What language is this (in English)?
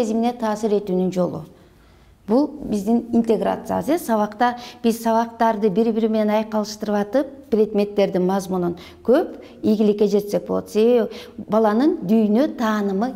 Kyrgyz